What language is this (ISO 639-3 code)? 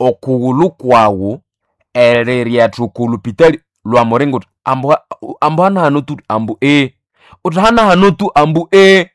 nnb